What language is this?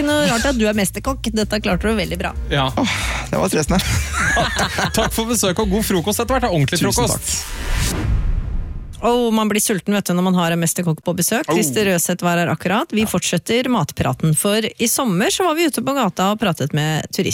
Norwegian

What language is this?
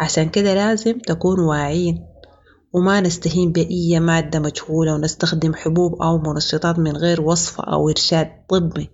Sudanese Arabic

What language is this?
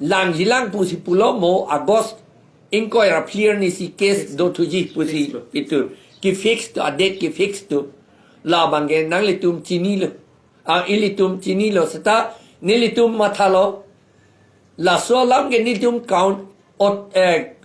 Karbi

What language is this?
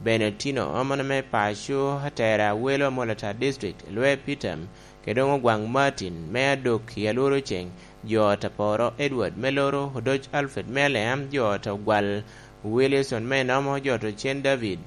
Lango (Uganda)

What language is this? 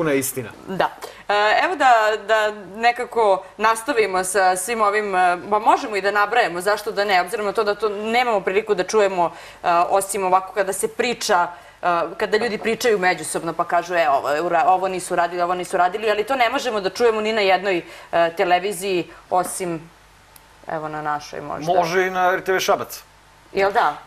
Serbian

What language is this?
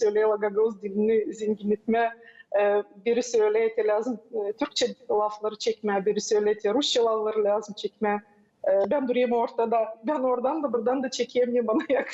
Gagauz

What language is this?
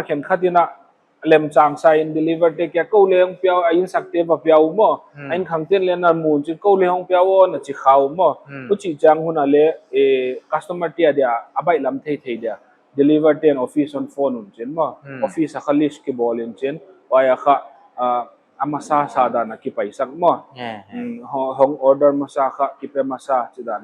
Paite Chin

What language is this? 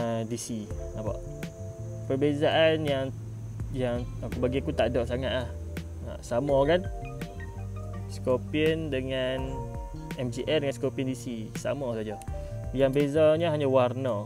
Malay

